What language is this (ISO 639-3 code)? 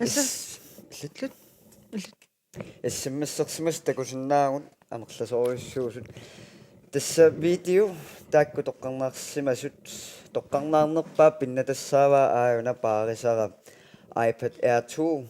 kal